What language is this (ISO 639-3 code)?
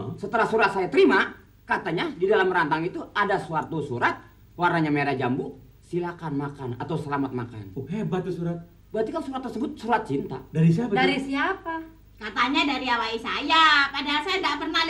bew